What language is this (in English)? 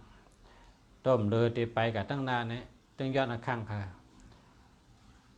Shan